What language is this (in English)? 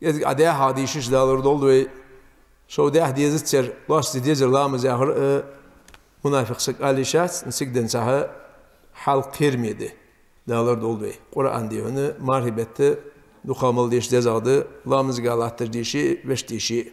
Ingush